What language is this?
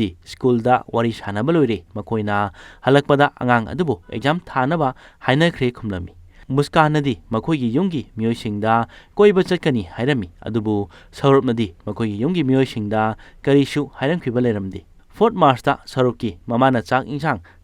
Manipuri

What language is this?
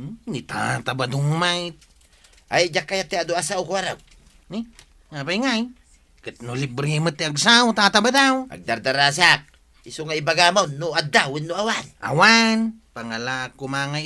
Iloko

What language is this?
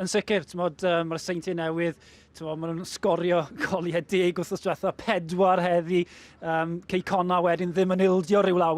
Welsh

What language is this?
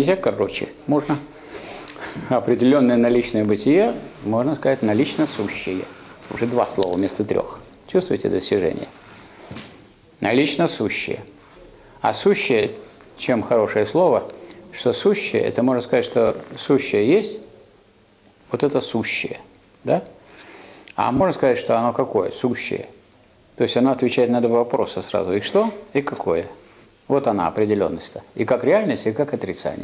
Russian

